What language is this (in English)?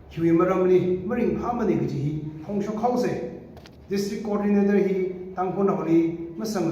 Tangkhul Naga (India)